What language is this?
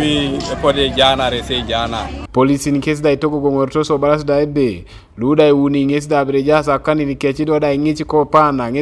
Teso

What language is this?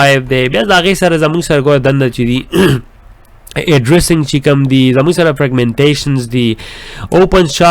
Pashto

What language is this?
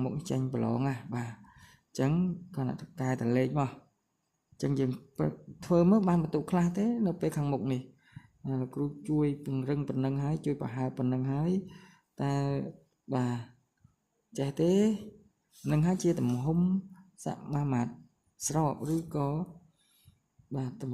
Khmer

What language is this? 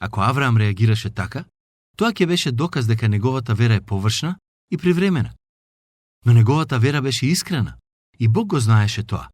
Macedonian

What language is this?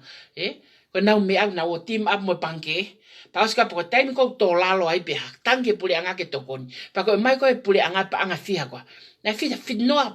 Tongan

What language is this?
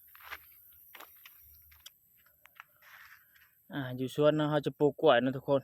Lao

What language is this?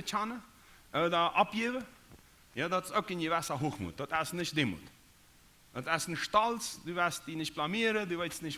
Plautdietsch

